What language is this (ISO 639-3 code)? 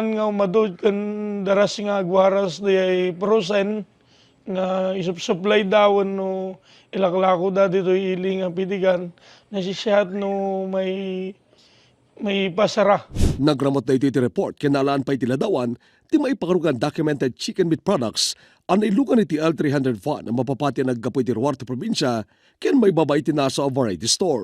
ilo